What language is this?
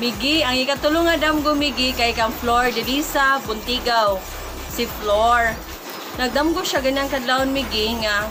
Cebuano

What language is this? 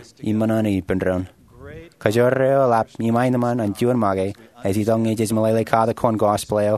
Marshallese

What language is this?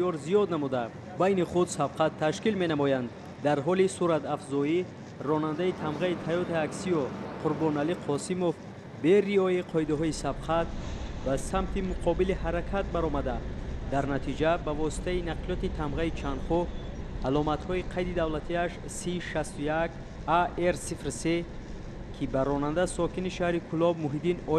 Tajik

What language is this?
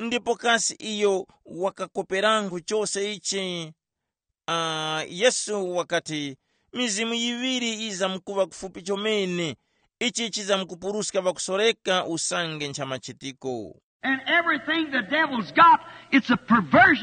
Tumbuka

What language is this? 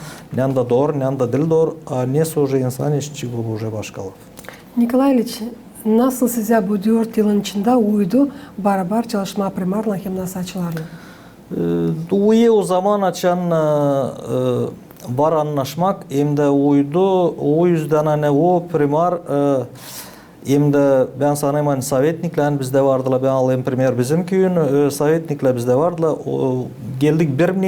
Gagauz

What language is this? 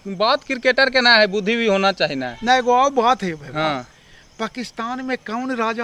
Magahi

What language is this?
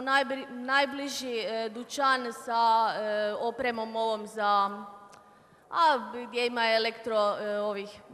Croatian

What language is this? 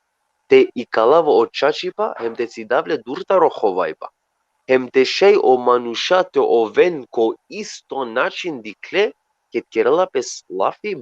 Balkan Romani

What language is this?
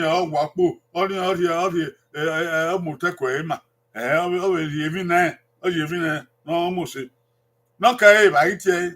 Bini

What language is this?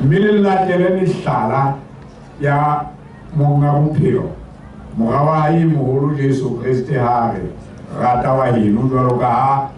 Southern Sotho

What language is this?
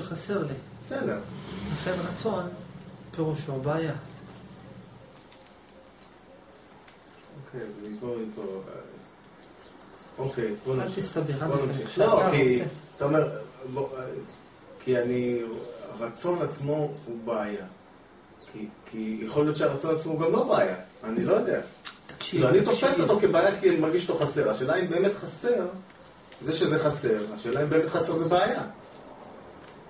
Hebrew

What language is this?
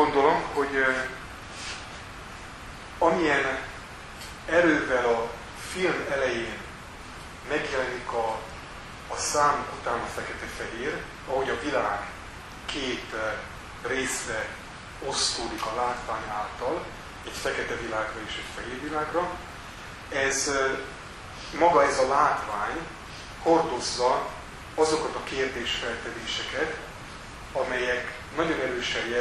Hungarian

